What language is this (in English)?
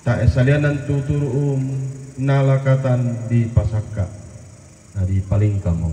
Toraja-Sa'dan